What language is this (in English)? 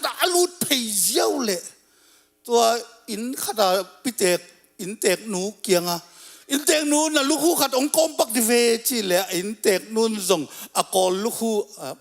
Tedim Chin